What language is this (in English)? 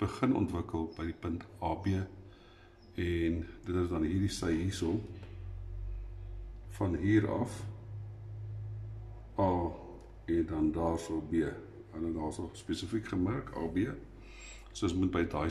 Afrikaans